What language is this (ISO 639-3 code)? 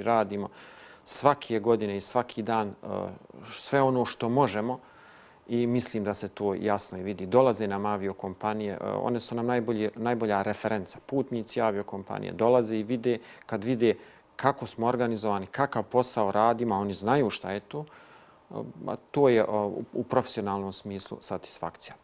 bos